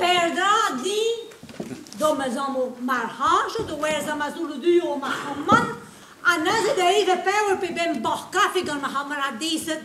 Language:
Breton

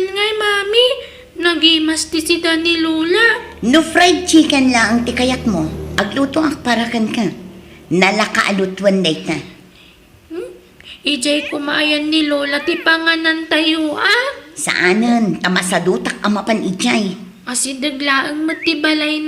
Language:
Iloko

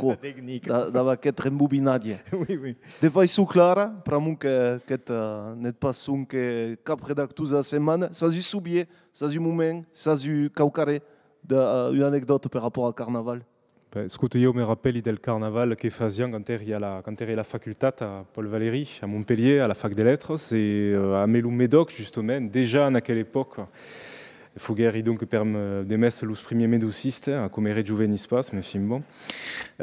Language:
Occitan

